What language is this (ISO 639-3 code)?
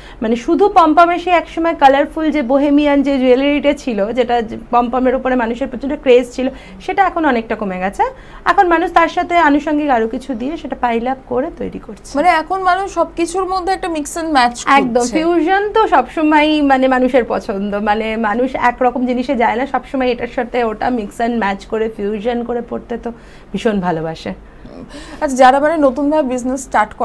ben